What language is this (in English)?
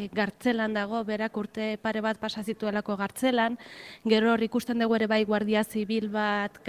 Basque